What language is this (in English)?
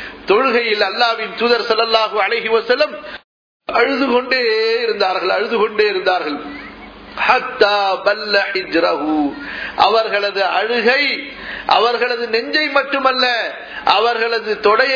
Tamil